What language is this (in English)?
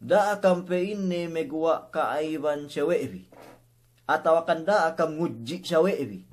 Yakan